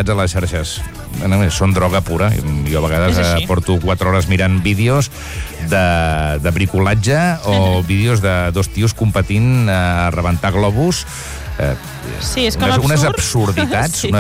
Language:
Catalan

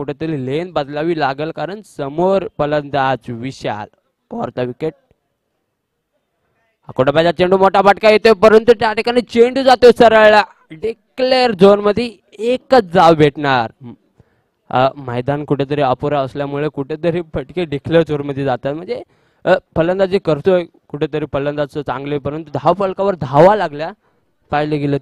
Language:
Marathi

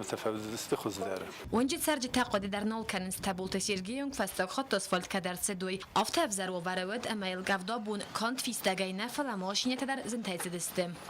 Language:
Ossetic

